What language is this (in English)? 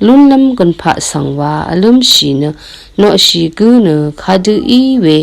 Rawang